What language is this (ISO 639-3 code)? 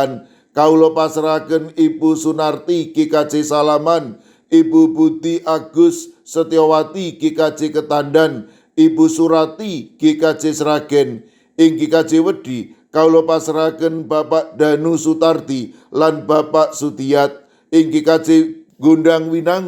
jav